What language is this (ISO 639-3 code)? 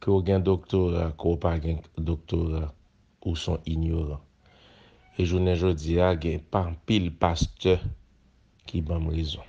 hat